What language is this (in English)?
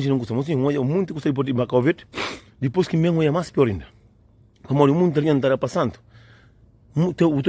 Kabuverdianu